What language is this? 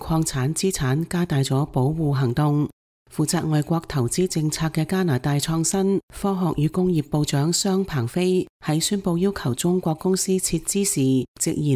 Cantonese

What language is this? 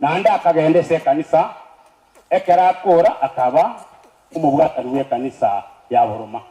Gusii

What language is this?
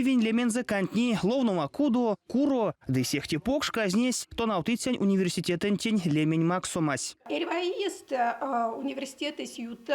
Erzya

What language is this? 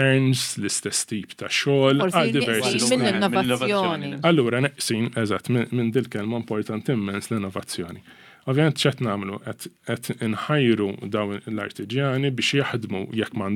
Maltese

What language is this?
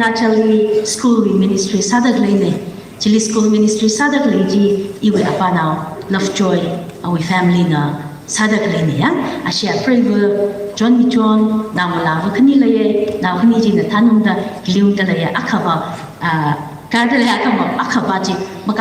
Tangkhul Naga (India)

